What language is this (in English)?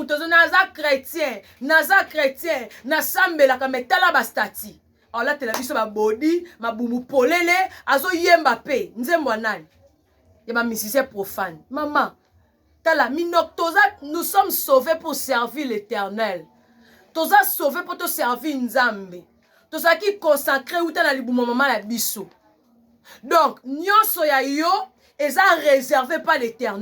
Lingala